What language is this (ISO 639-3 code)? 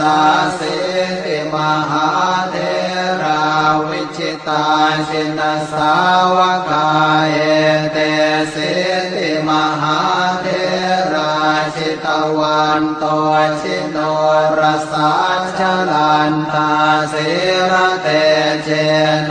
pli